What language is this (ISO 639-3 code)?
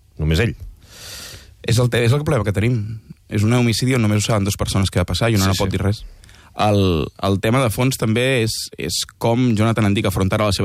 cat